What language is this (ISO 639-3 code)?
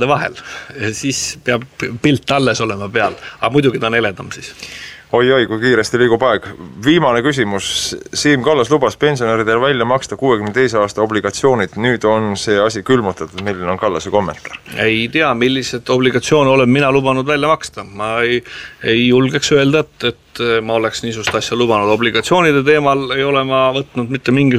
est